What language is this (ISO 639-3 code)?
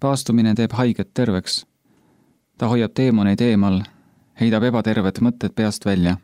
est